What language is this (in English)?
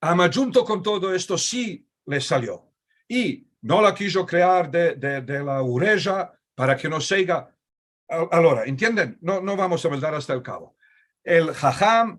Ladino